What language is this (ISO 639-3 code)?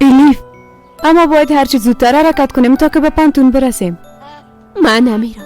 fas